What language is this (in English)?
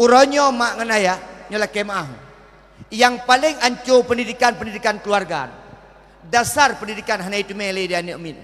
Achinese